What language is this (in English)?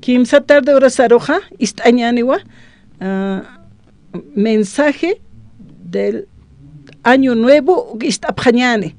Aymara